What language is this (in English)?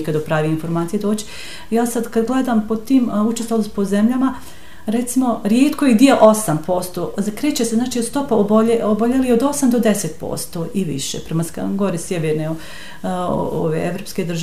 Bosnian